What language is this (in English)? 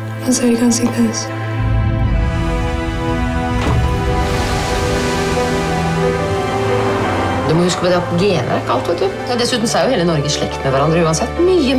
Norwegian